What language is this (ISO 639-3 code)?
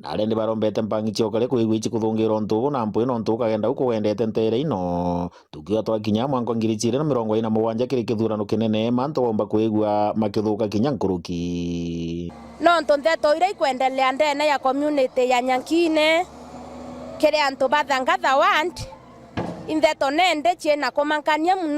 mer